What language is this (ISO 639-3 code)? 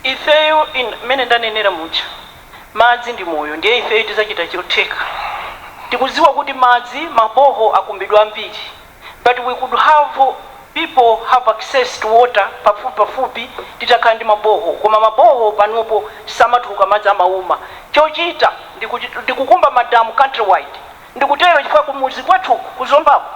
nya